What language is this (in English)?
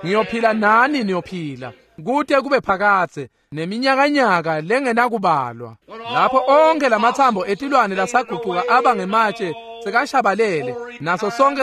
Swati